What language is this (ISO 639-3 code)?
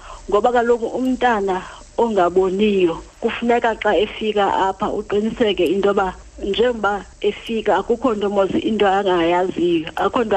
xho